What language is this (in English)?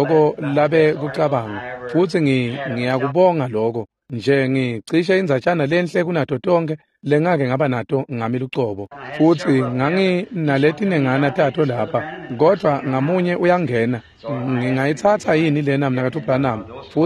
Swati